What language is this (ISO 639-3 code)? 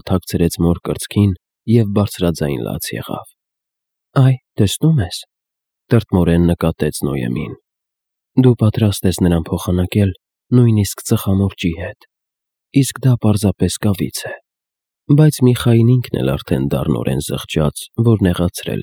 hye